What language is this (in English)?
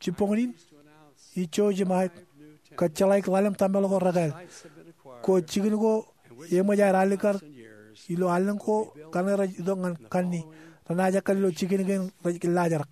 Marshallese